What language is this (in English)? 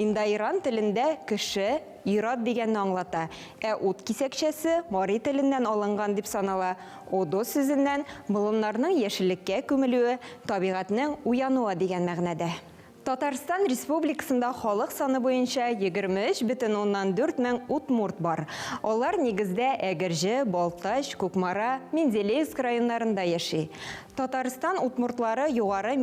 Tatar